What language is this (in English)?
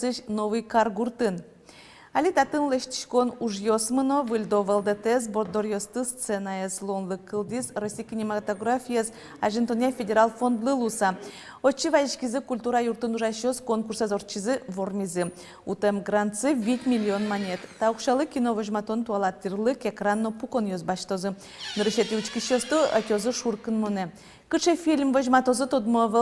Udmurt